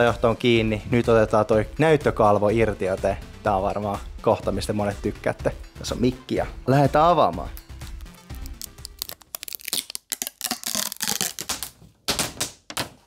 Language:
Finnish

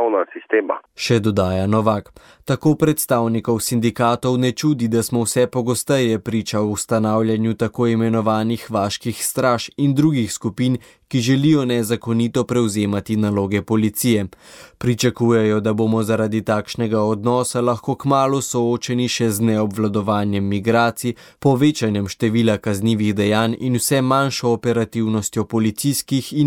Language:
Slovenian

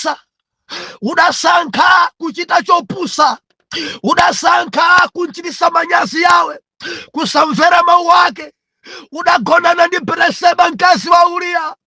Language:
Nyanja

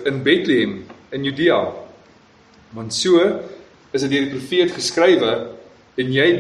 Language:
Afrikaans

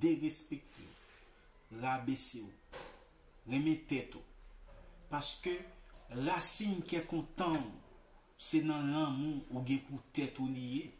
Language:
Haitian Creole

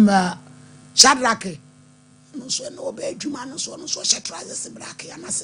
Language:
Akan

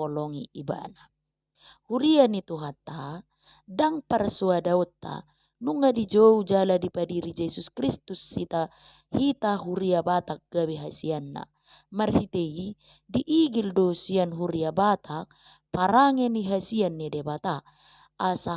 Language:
Batak Toba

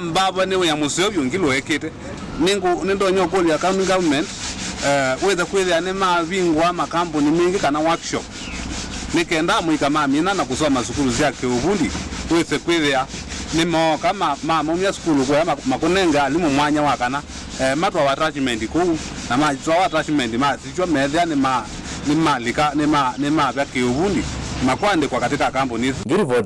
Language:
Kamba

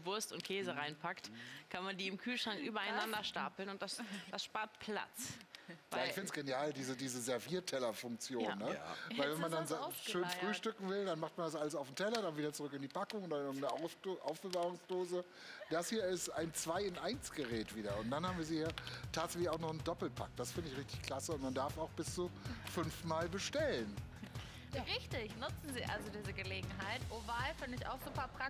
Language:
German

